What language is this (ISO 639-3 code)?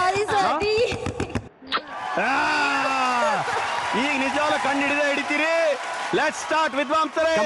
kan